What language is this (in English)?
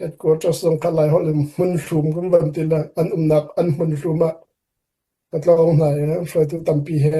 Hakha Chin